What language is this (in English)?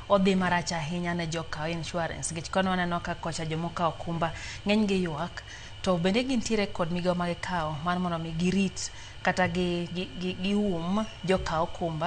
Luo (Kenya and Tanzania)